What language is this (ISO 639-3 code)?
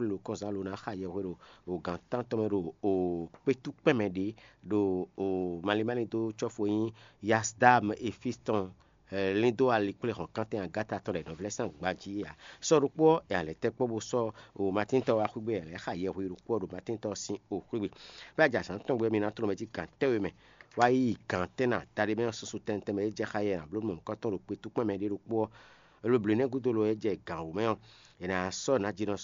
fon